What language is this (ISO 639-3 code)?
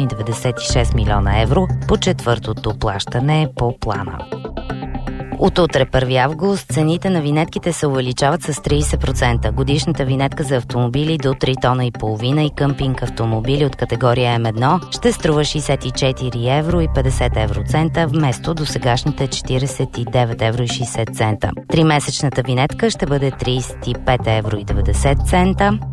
bul